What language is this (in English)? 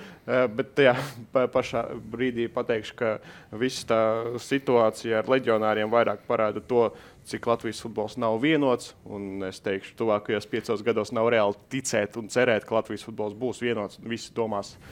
Latvian